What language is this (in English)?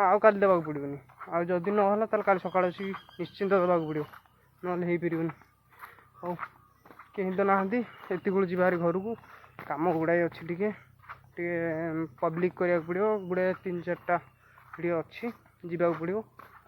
Odia